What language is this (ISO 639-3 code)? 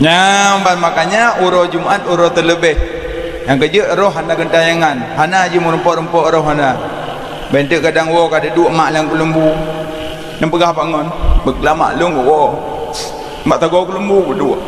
ace